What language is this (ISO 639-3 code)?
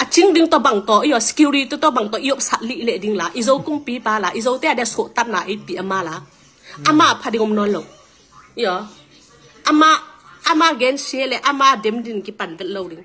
ctd